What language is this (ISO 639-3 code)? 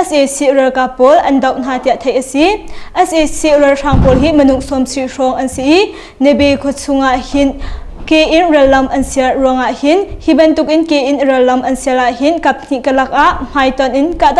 cnh